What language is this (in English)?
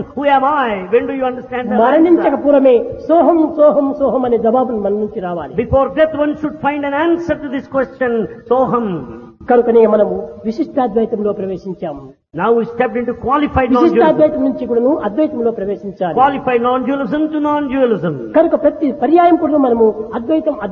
Telugu